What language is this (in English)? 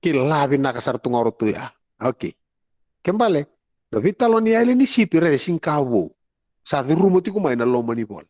Fijian